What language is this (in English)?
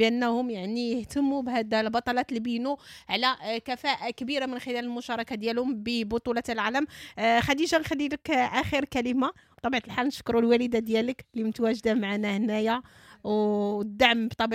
Moroccan Arabic